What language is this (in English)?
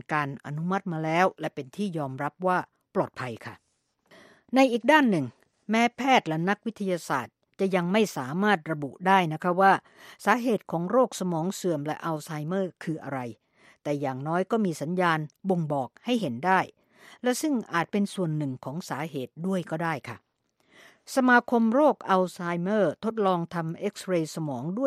Thai